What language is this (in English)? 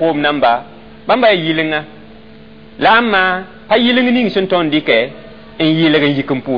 Mossi